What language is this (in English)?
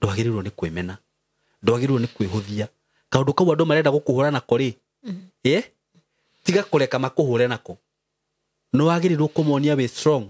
Kikuyu